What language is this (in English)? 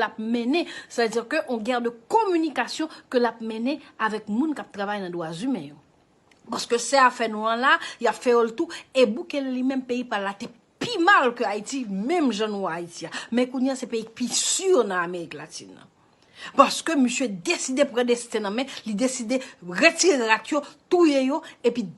Haitian Creole